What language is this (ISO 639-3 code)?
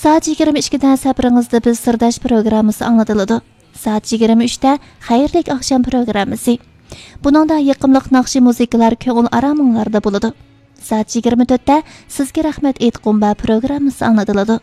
uig